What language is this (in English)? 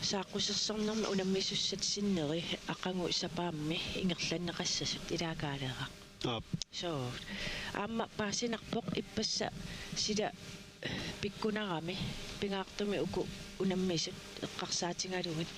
Kalaallisut